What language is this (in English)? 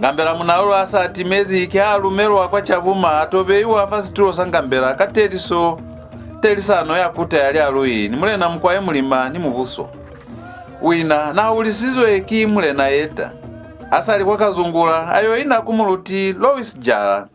Lozi